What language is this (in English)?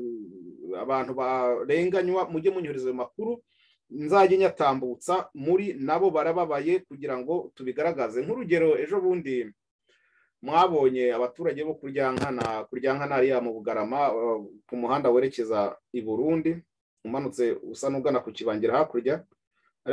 Kinyarwanda